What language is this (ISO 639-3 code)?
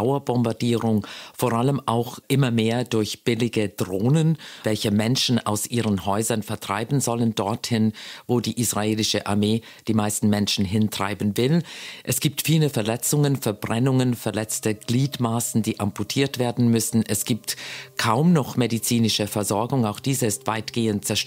gsw